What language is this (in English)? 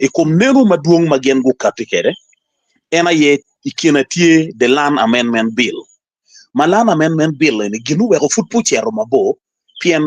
Acoli